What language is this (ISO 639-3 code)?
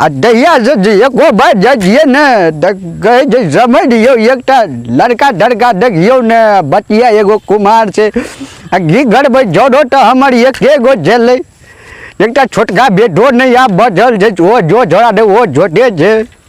mai